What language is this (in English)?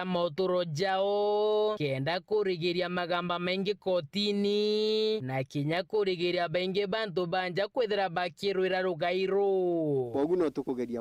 Meru